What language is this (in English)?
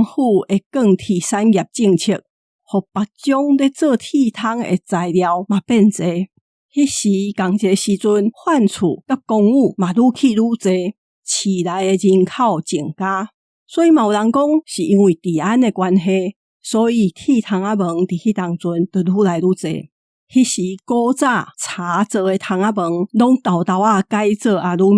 Min Nan Chinese